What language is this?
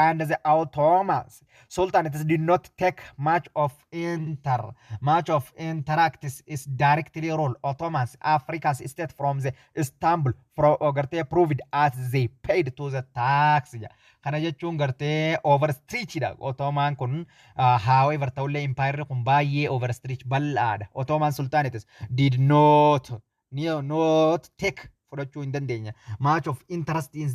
Oromo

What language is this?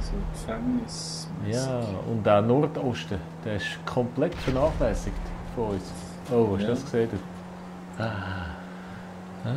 Swiss German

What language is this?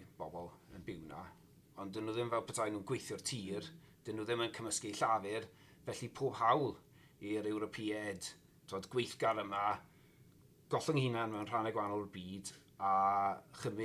Welsh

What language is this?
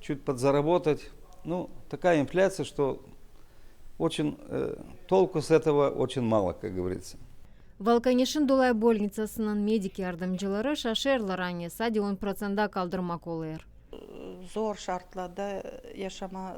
Gagauz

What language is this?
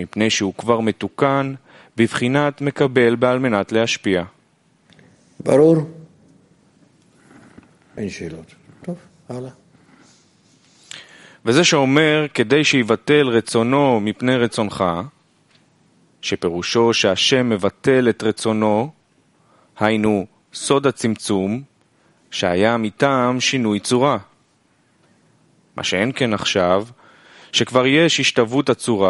Hebrew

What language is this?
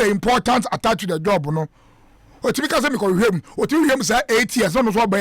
Akan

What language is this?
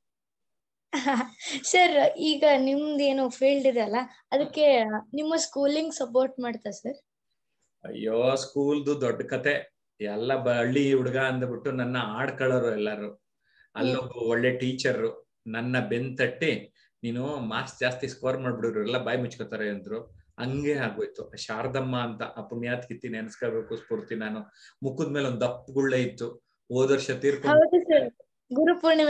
Kannada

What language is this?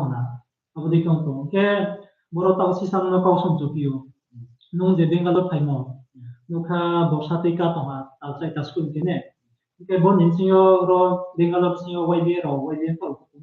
Riang (India)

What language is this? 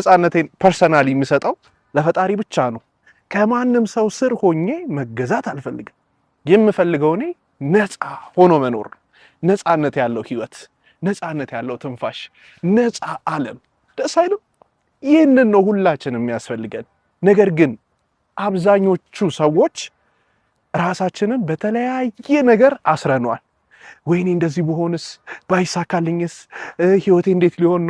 Amharic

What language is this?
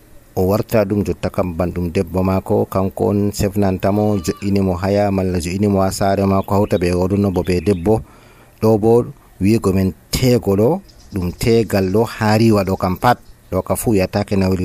Nigerian Fulfulde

